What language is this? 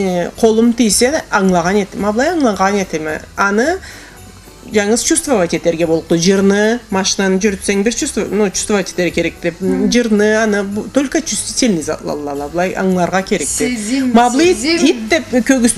Karachay-Balkar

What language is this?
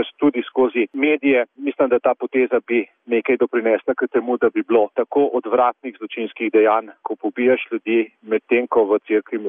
Slovenian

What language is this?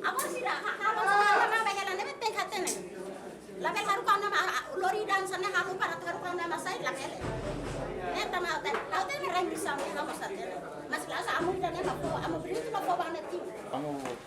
Tetum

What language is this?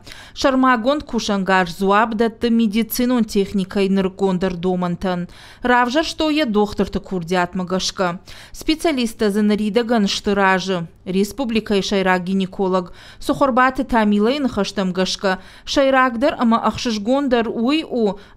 Ossetic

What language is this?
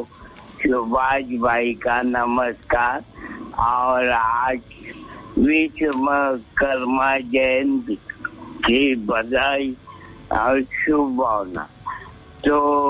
Hindi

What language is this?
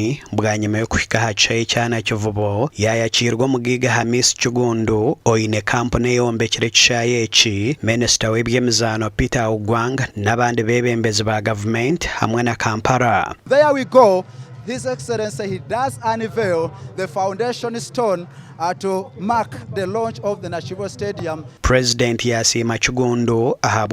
Nyankole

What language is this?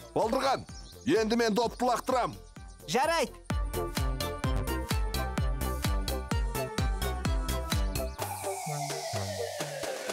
Kazakh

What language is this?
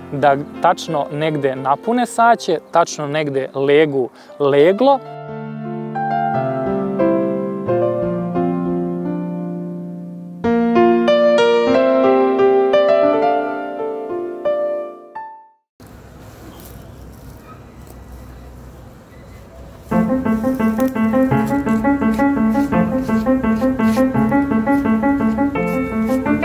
Serbian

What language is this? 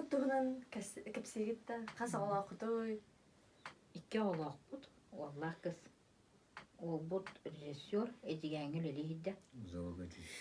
Yakut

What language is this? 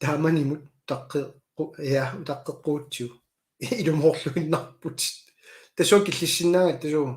Kalaallisut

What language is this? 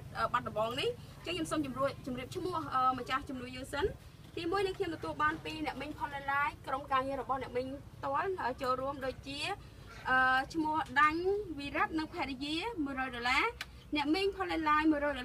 Khmer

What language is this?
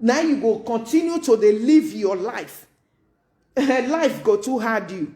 Nigerian Pidgin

